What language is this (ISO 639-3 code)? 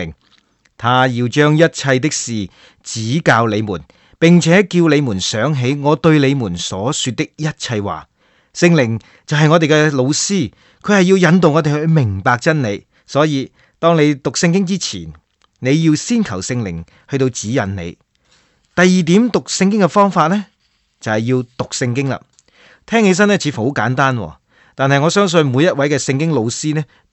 yue